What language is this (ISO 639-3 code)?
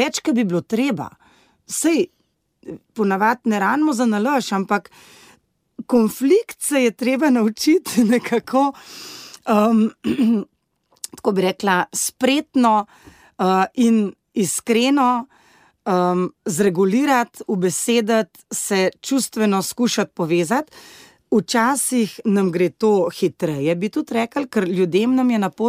slv